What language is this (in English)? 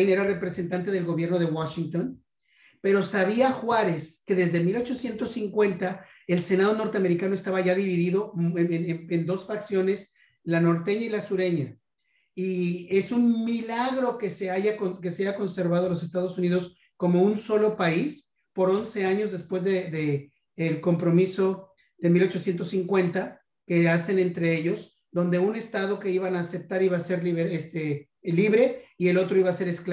Spanish